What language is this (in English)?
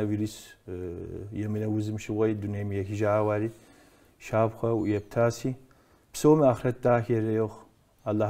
Kabardian